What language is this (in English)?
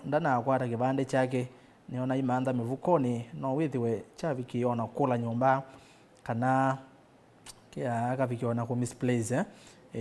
Kamba